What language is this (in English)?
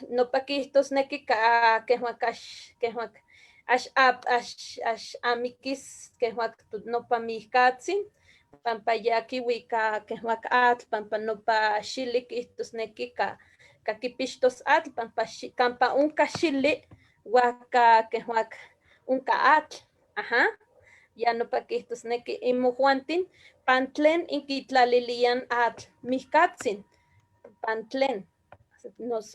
Eastern Huasteca Nahuatl